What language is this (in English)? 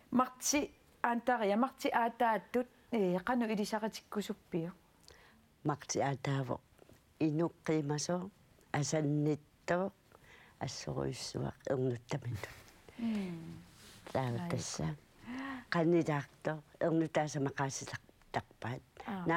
Kalaallisut